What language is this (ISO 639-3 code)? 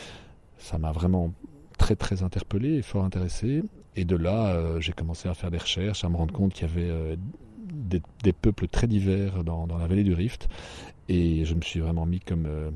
fra